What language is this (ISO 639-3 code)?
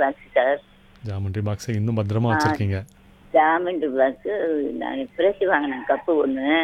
tam